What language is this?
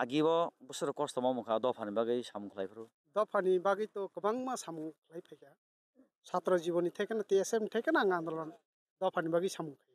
Kok Borok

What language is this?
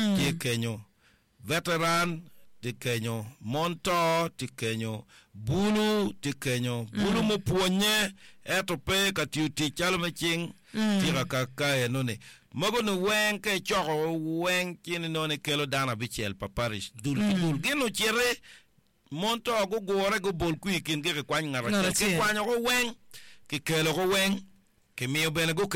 Acoli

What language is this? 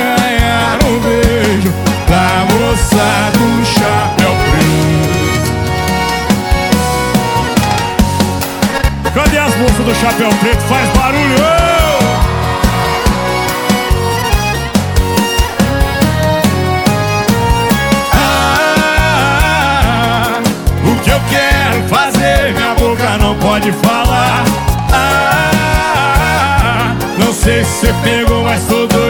Portuguese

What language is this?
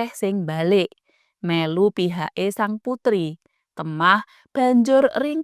Javanese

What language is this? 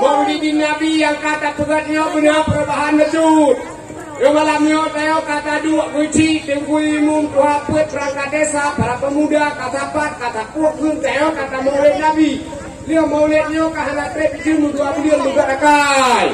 Achinese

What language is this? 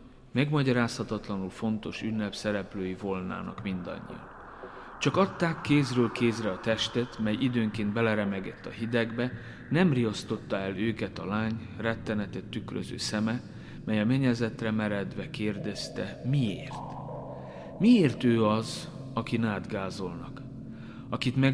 Hungarian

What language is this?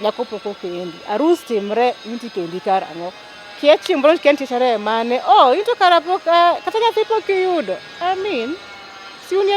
Luo (Kenya and Tanzania)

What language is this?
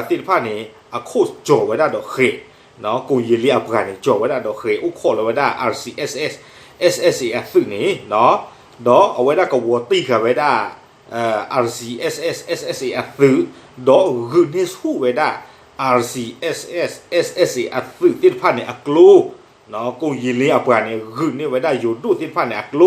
S'gaw Karen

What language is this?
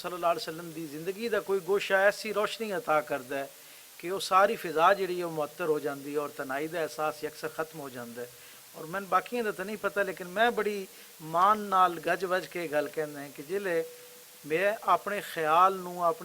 Western Panjabi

